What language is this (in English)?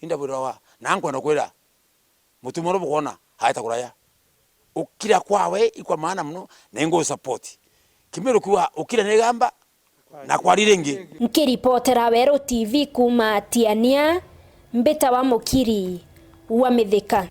Meru